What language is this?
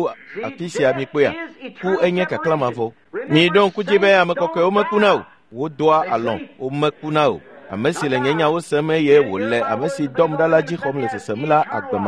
Ewe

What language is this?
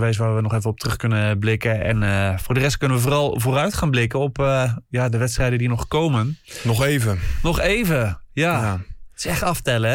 Dutch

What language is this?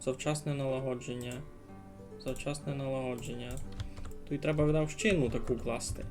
Rusyn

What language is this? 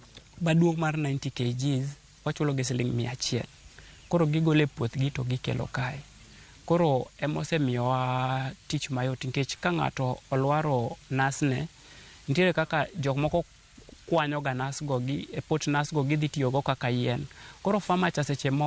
Luo (Kenya and Tanzania)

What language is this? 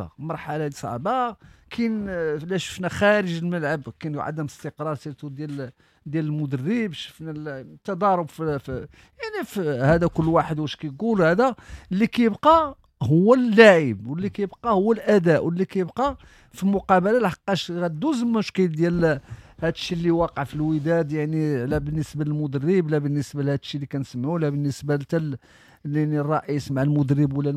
Moroccan Arabic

